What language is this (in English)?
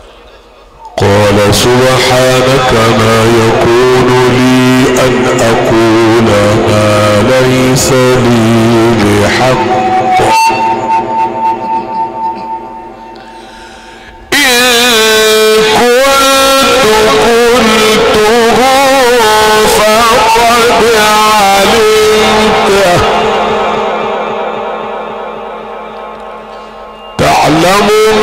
Arabic